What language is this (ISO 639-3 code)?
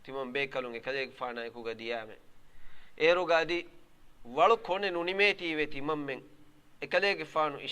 div